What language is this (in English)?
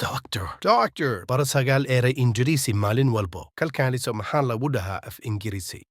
Somali